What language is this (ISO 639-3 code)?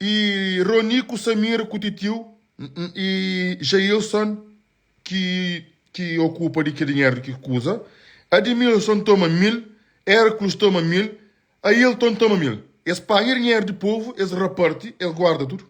kea